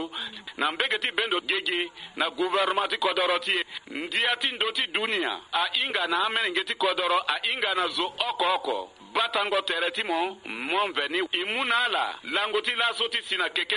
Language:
Sango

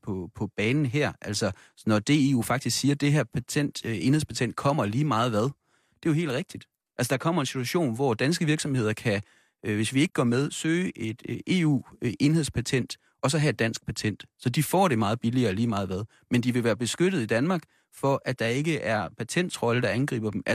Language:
Danish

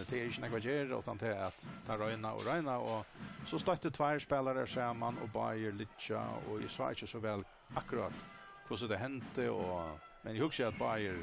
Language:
Faroese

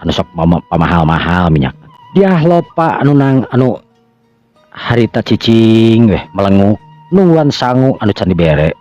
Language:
Sundanese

